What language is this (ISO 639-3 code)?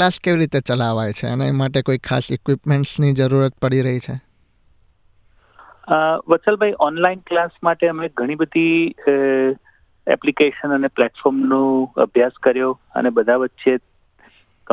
guj